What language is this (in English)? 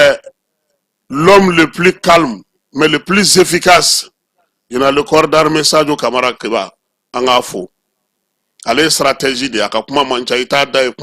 Bambara